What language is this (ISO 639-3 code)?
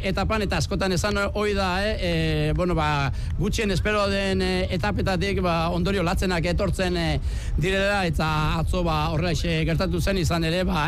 eus